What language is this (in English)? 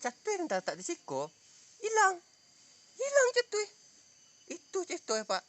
Minangkabau